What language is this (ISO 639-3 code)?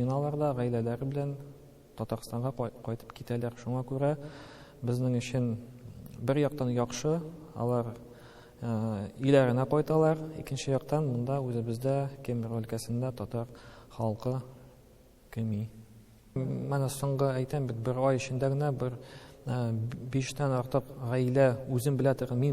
tat